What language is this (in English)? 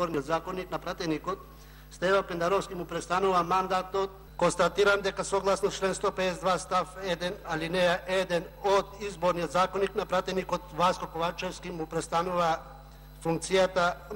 Macedonian